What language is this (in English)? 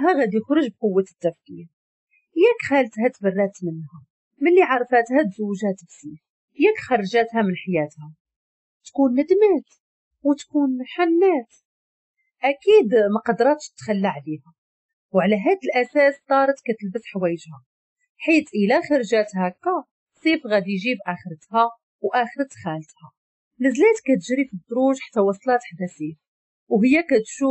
Moroccan Arabic